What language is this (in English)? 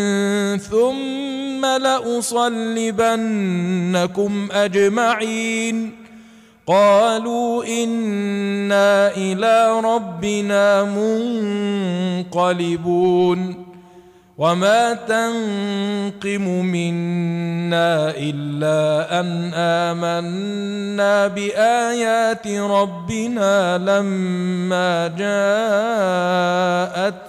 Arabic